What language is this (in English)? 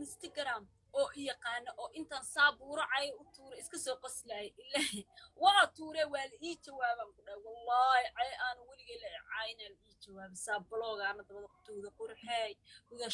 Somali